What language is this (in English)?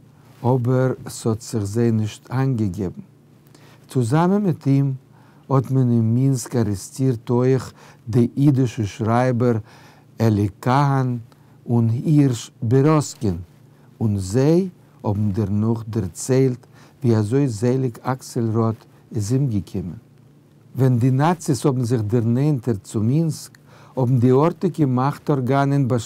Yiddish